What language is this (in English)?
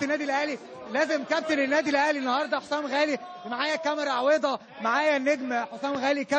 Egyptian Arabic